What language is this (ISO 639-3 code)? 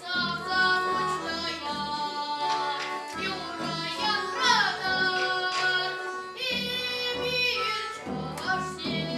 chv